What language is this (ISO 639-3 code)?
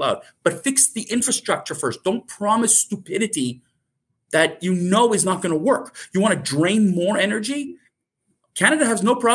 eng